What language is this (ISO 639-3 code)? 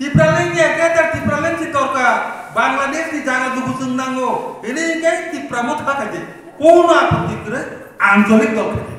trp